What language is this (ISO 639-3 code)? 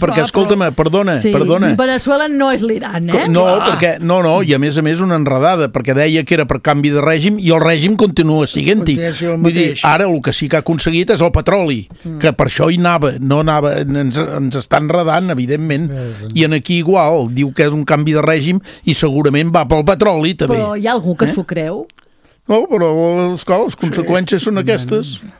cat